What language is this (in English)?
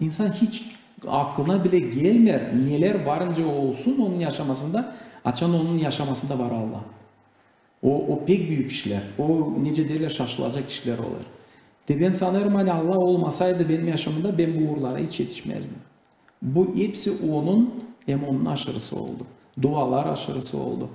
Gagauz